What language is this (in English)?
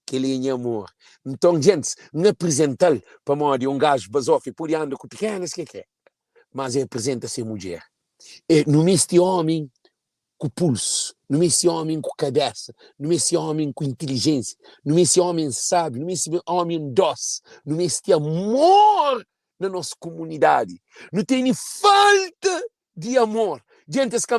Kabuverdianu